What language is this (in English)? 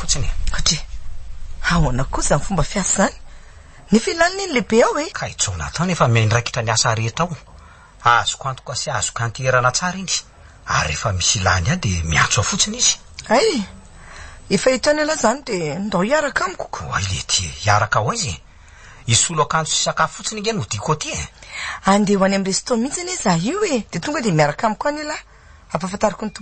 Malagasy